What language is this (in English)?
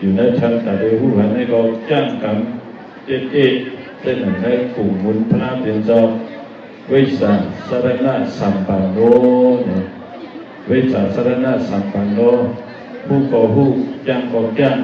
Shan